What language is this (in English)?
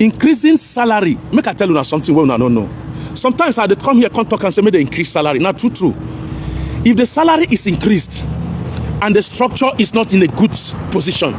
Nigerian Pidgin